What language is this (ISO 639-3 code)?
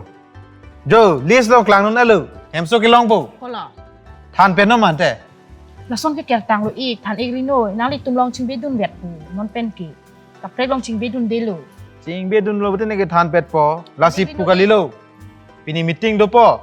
mjw